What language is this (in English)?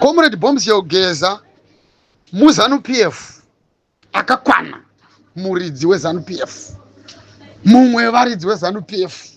Shona